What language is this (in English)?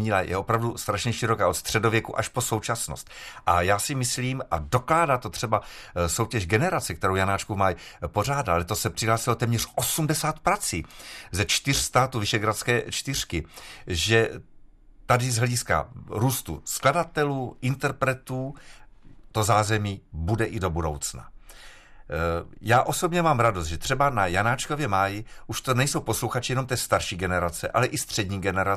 Czech